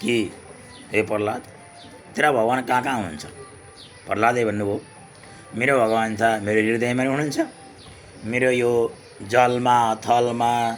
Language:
Nepali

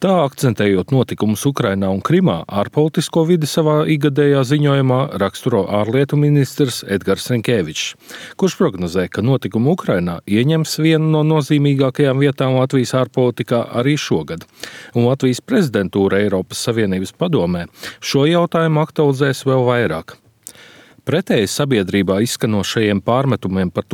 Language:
Latvian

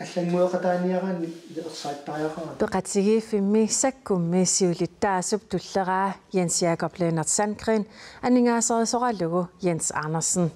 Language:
Kalaallisut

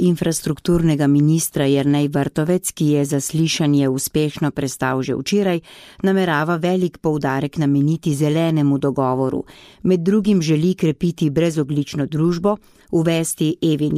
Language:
Slovenian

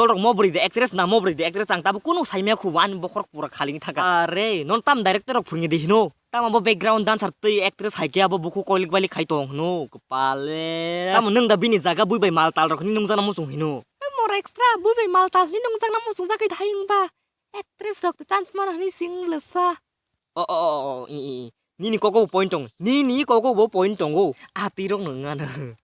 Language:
Kok Borok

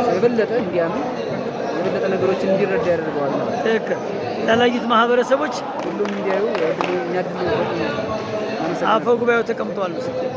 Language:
Amharic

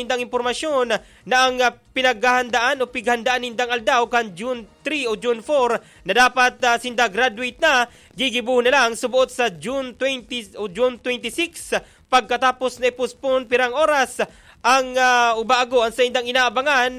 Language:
Bikol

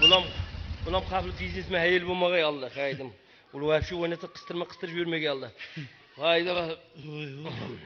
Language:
Kara-Kalpak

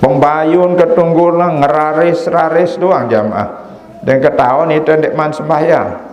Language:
Sasak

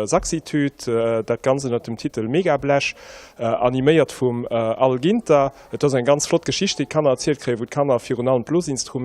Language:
Luxembourgish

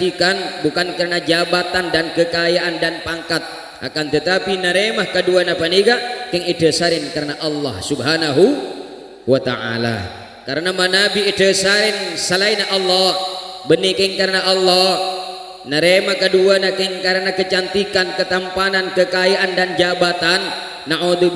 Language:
Madurese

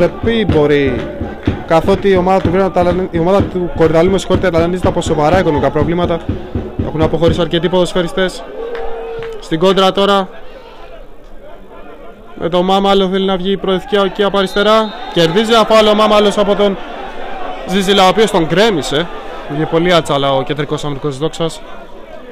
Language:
Greek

